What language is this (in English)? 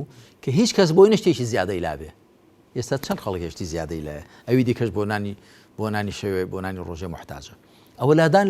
Central Kurdish